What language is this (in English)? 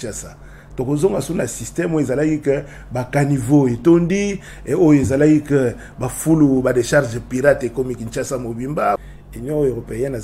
Lingala